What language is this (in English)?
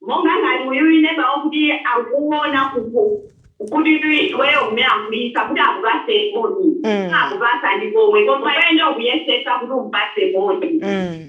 Nyanja